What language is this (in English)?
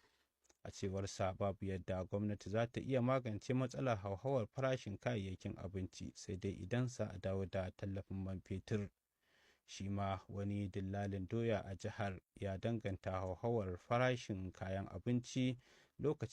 Hausa